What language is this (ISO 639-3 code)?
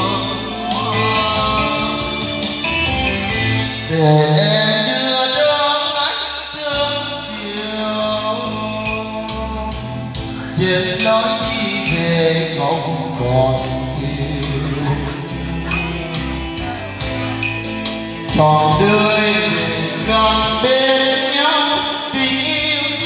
vie